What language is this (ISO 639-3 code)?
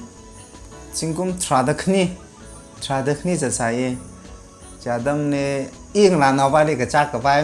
nmf